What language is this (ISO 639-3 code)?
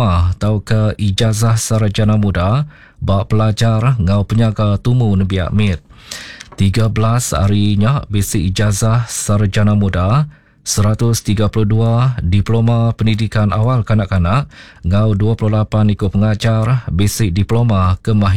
iba